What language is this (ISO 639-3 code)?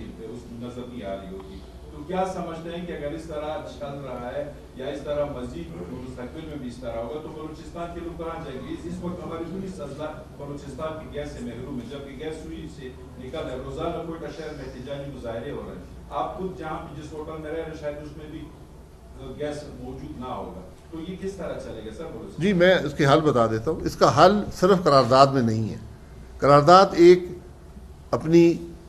urd